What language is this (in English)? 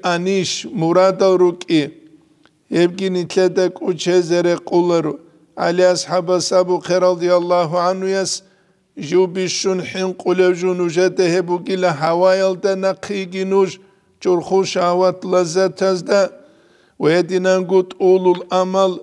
Avaric